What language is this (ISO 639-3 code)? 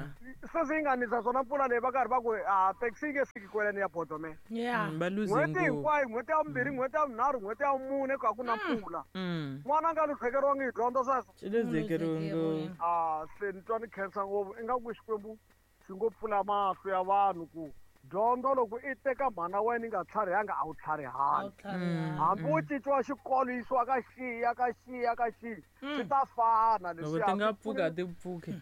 tso